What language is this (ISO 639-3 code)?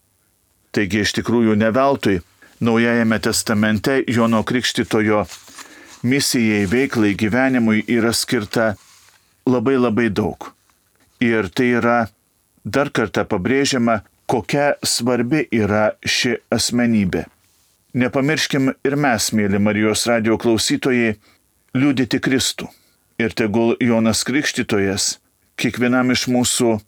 lit